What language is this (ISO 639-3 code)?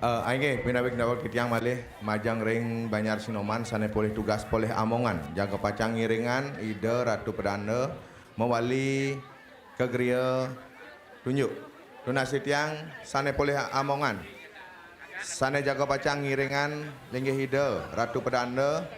ban